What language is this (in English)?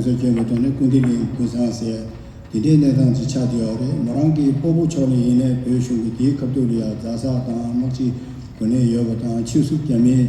Tibetan